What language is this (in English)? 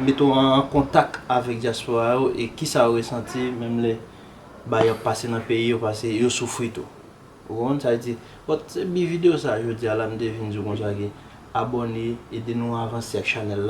Haitian Creole